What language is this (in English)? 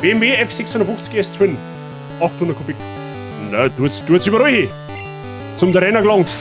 Bavarian